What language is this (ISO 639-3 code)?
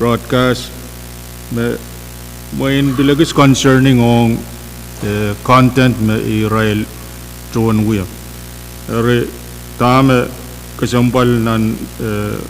pon